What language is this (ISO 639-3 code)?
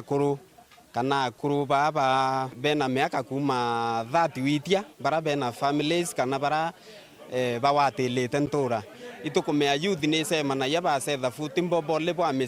mer